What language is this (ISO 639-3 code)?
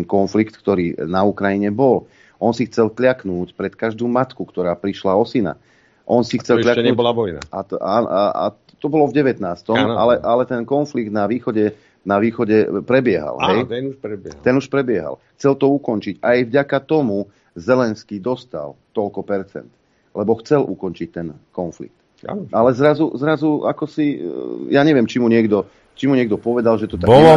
slk